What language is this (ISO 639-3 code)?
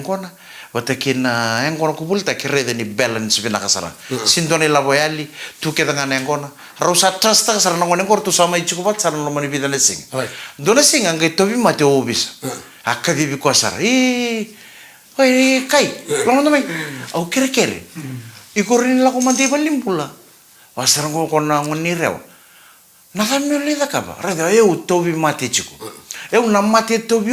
fij